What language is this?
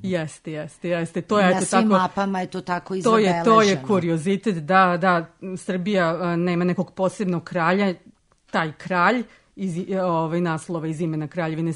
Serbian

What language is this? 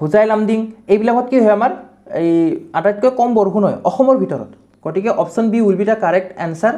Assamese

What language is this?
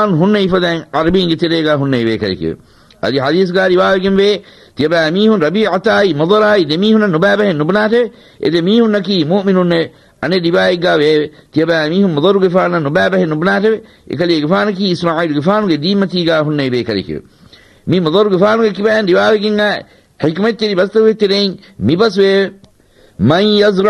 Divehi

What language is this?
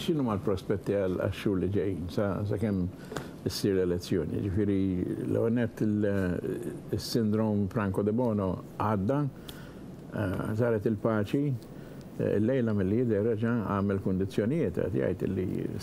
Maltese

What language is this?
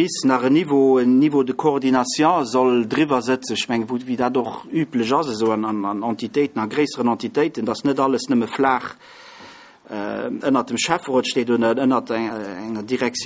Luxembourgish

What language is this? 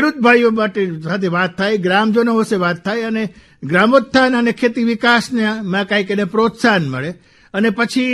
Gujarati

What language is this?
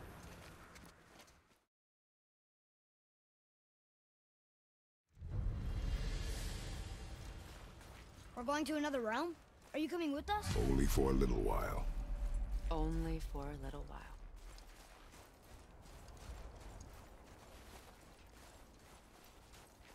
English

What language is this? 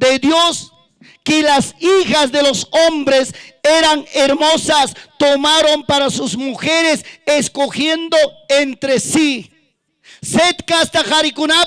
Ayacucho Quechua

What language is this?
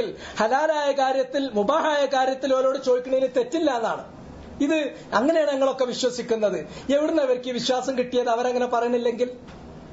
Malayalam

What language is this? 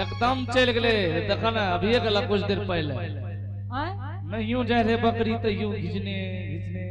Angika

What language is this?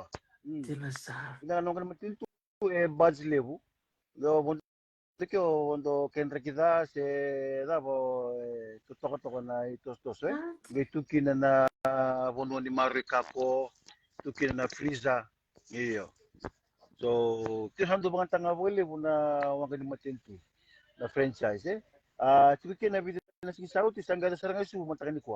Fijian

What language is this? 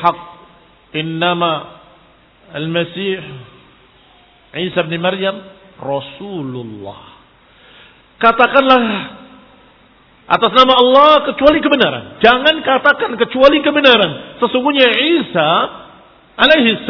Indonesian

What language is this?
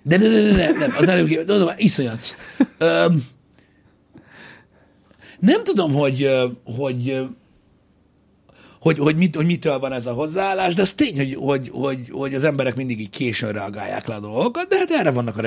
Hungarian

